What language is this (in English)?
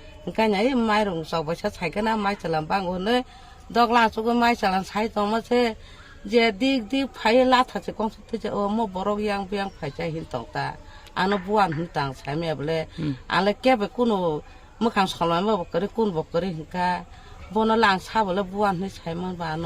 Kok Borok